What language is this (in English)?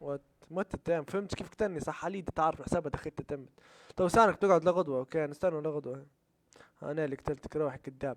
Libyan Arabic